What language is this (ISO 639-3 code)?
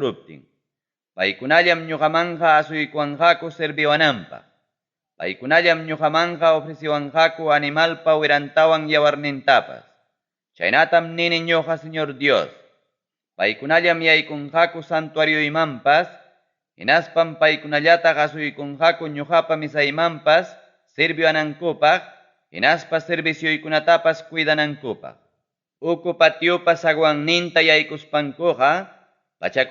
quy